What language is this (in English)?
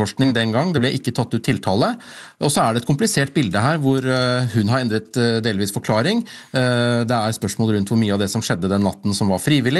Norwegian